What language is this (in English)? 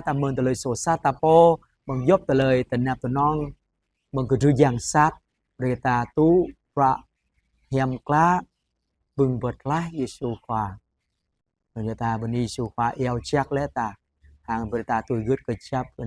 Jarai